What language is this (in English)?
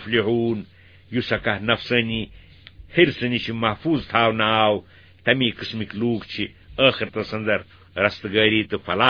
Kashmiri